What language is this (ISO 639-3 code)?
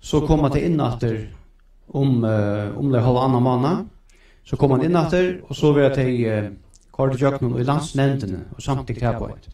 fao